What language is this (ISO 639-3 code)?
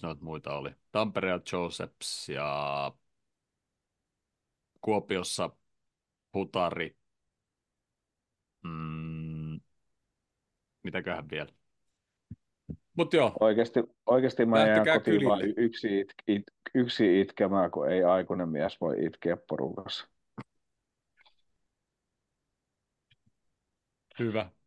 fin